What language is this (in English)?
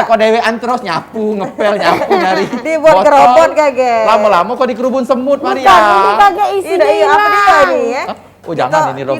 Musi